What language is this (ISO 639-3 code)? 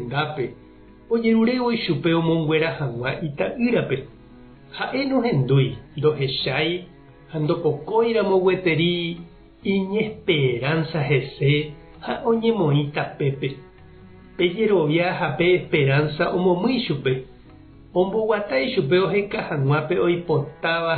grn